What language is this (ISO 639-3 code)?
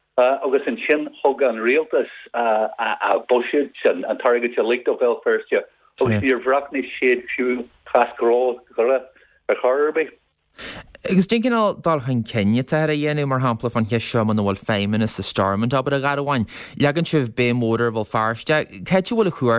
gle